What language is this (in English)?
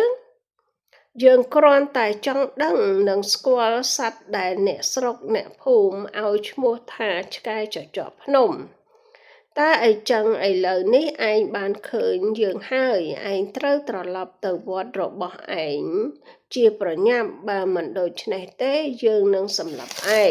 Khmer